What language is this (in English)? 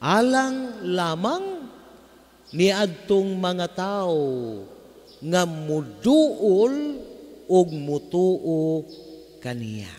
Cebuano